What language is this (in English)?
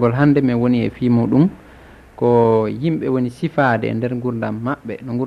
Nigerian Fulfulde